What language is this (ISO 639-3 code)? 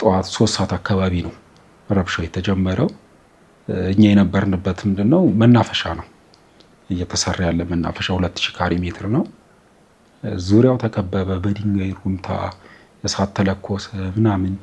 amh